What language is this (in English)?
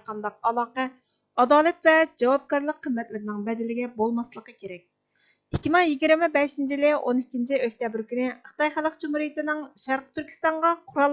Uyghur